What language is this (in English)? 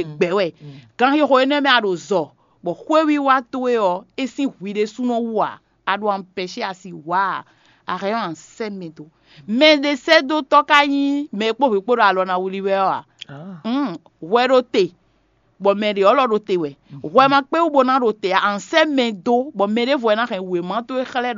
Fon